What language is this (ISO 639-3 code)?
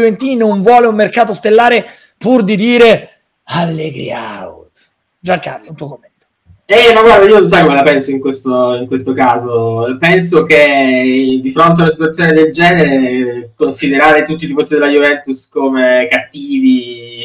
ita